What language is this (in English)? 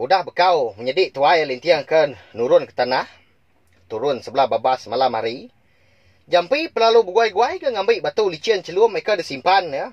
Iban